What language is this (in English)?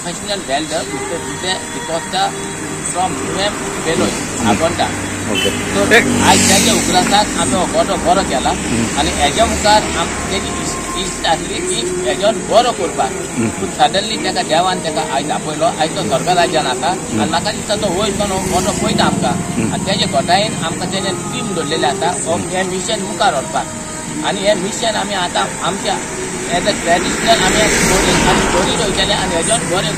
Konkani